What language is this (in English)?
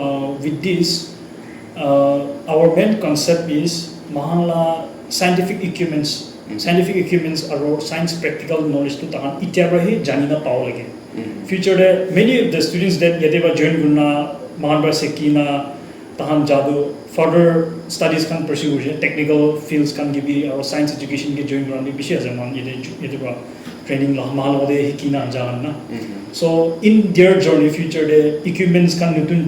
Naga Pidgin